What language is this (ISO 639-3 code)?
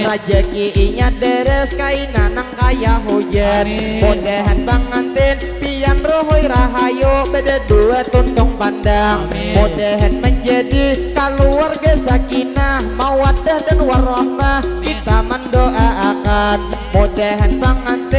bjn